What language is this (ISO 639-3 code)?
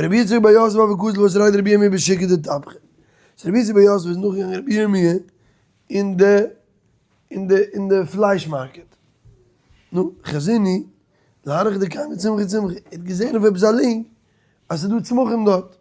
yid